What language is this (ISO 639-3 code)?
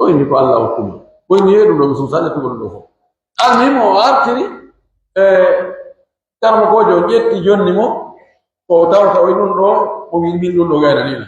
fuf